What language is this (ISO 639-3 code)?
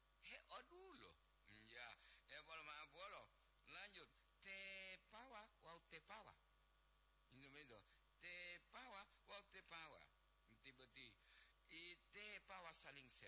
gor